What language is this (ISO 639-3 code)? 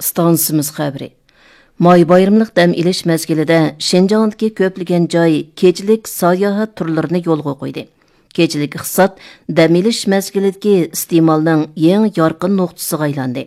uig